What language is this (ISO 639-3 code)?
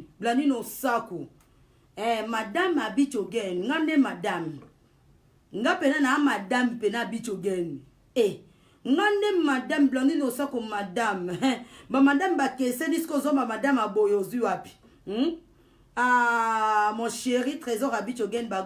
lin